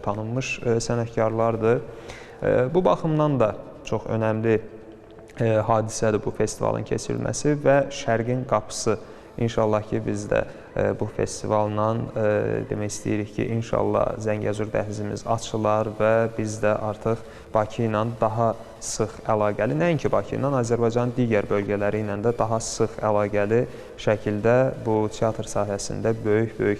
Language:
Azerbaijani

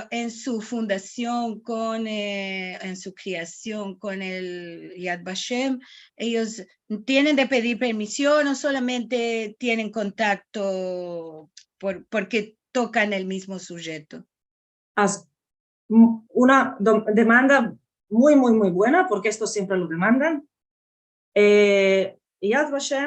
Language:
Ladino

